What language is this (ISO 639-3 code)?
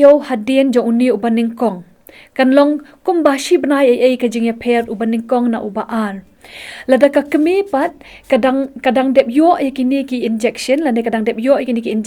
kha